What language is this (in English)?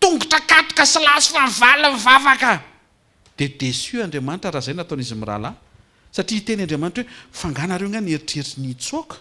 Malagasy